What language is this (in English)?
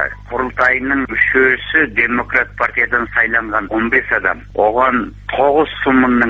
Kazakh